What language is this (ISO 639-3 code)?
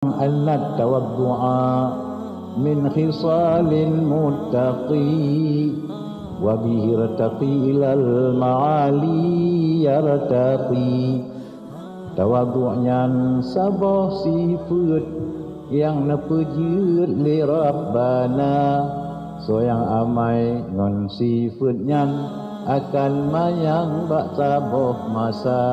ace